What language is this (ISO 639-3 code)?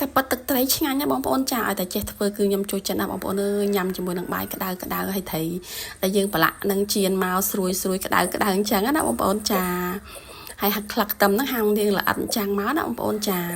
khm